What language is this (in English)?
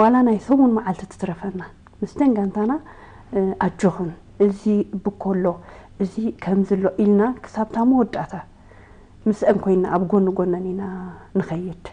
Tigrinya